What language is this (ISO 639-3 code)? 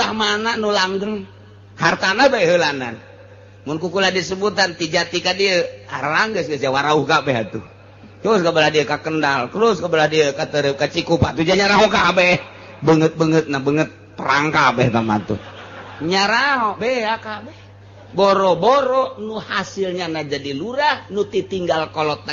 sun